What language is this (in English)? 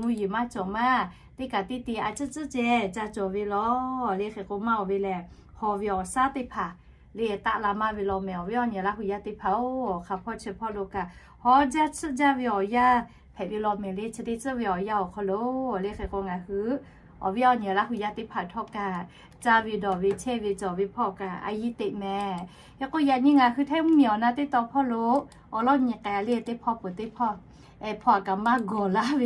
Lahu